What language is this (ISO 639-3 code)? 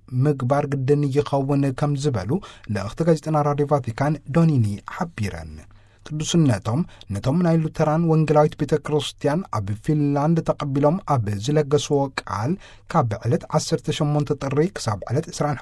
tir